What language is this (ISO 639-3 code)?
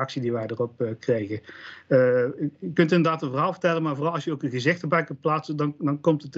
nld